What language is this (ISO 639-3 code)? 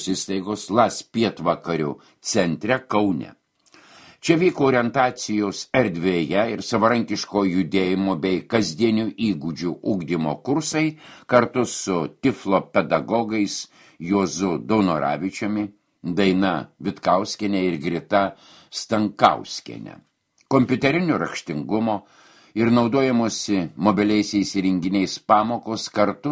lit